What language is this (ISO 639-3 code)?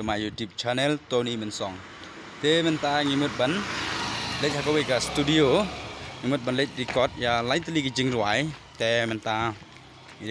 kha